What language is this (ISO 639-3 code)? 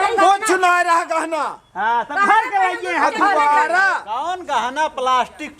awa